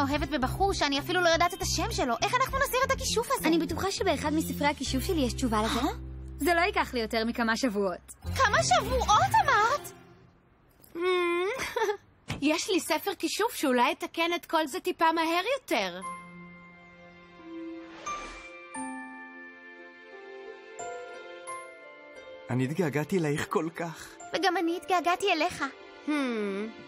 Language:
Hebrew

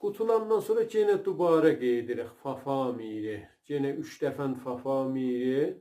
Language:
South Azerbaijani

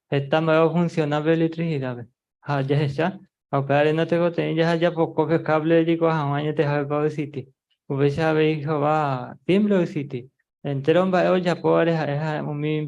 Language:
Guarani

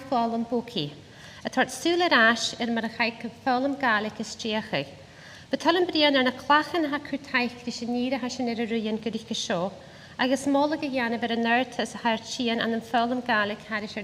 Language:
Scottish Gaelic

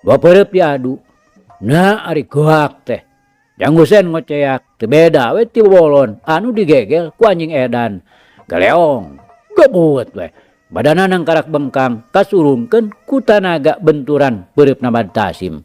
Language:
Sundanese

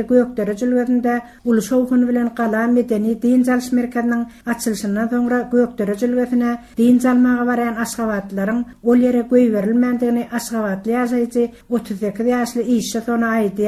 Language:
Turkmen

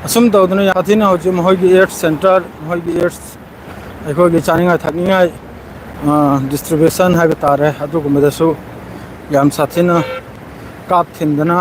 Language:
Manipuri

